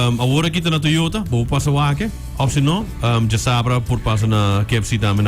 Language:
Papiamento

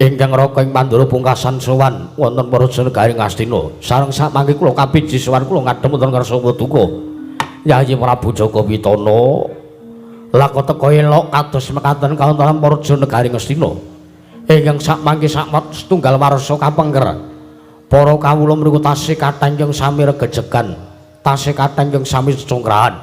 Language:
Javanese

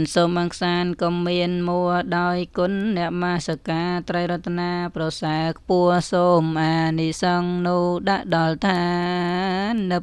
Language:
Khmer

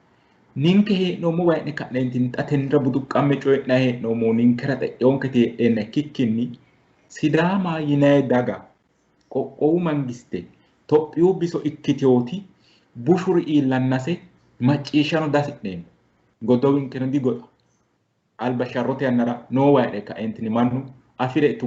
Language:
Sidamo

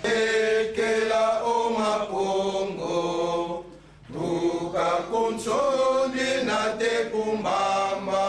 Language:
Kongo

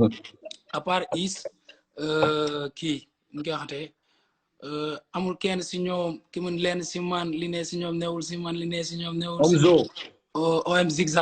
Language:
Wolof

